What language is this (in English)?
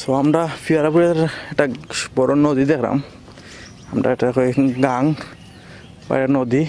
Sylheti